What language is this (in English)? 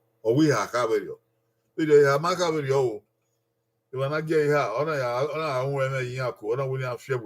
Bini